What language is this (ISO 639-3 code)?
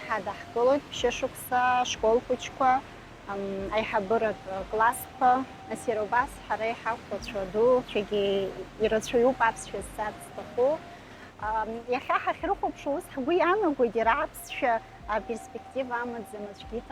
abk